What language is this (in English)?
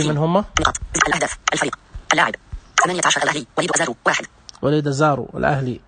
Najdi Arabic